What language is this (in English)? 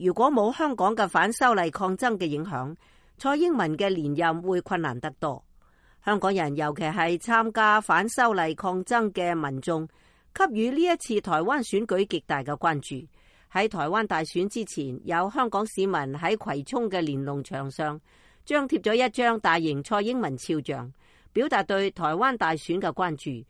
Cantonese